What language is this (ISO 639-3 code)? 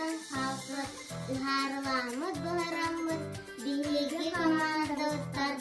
sah